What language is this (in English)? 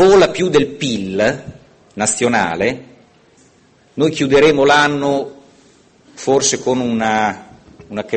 Italian